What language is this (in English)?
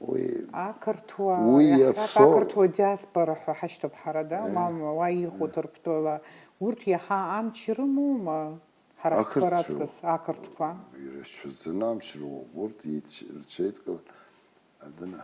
Abkhazian